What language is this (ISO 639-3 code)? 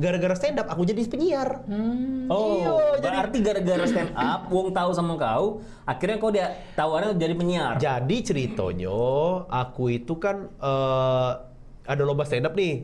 mui